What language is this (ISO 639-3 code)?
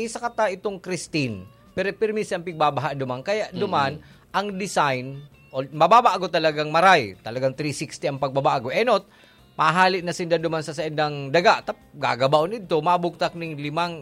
bik